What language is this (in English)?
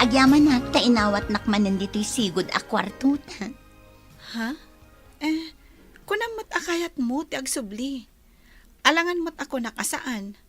Iloko